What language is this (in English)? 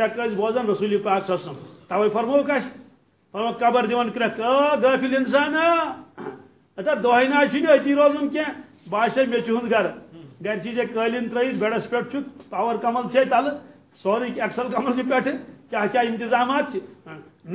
Kashmiri